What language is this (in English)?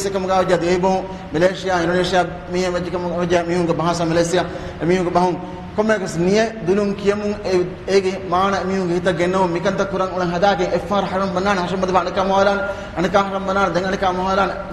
Divehi